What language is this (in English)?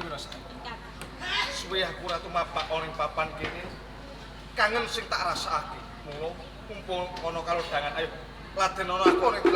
Javanese